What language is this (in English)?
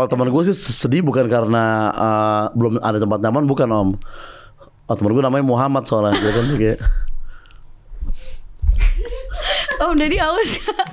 Indonesian